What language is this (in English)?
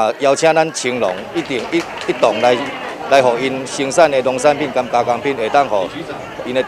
Min Nan Chinese